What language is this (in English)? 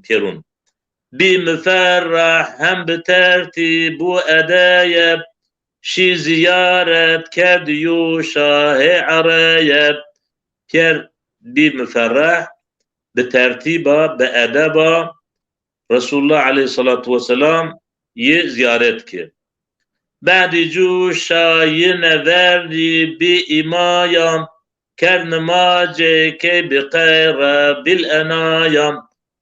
Zaza